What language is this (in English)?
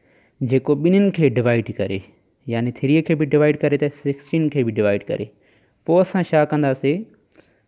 Sindhi